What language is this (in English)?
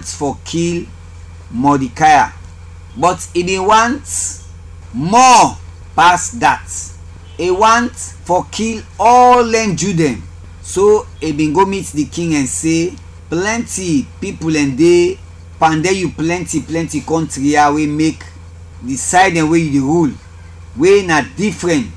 Krio